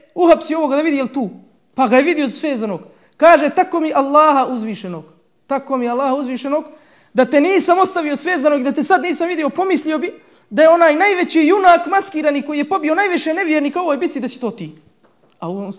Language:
Bosnian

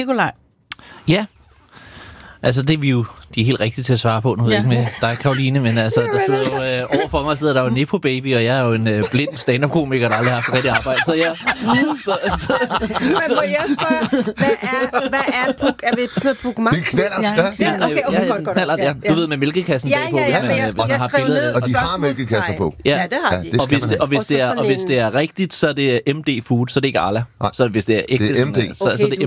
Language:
Danish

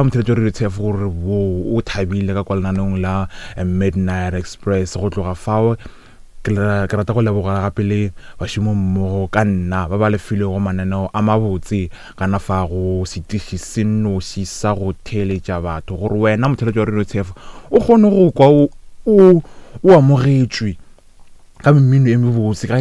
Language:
Northern Sotho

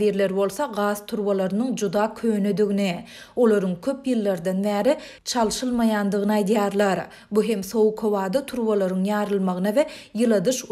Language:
Turkmen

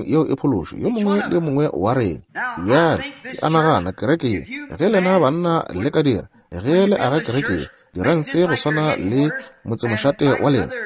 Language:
Northern Sotho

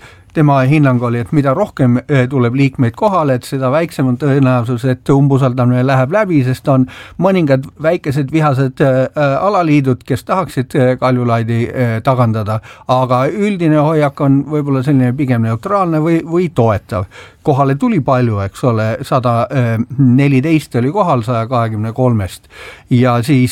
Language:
Estonian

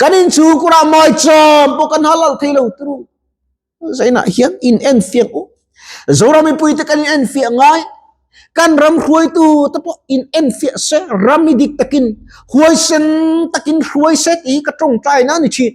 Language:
Mizo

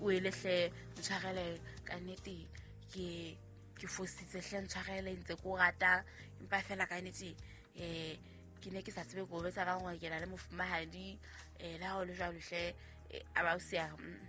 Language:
Southern Sotho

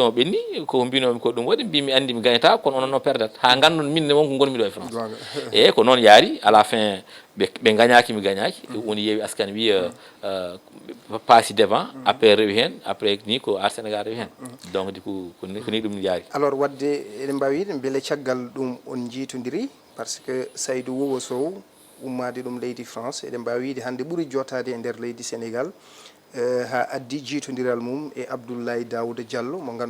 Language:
Fula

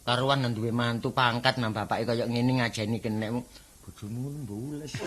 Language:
Javanese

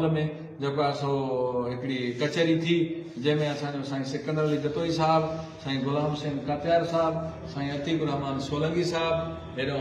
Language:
Sindhi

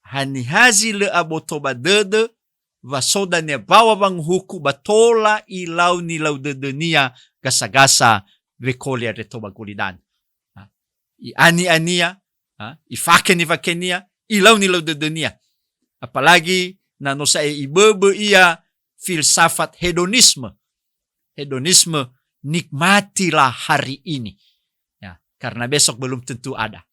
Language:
Nias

